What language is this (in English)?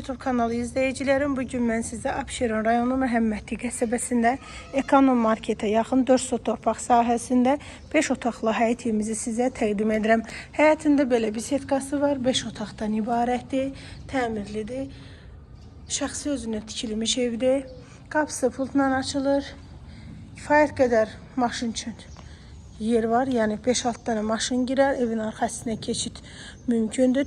Azerbaijani